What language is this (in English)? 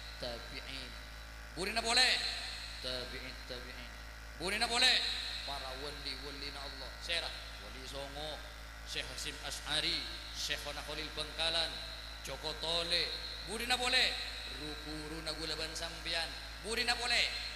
Madurese